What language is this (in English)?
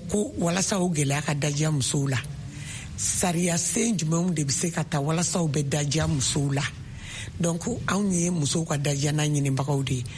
Bambara